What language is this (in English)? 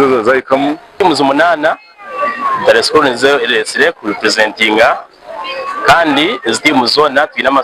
Nyankole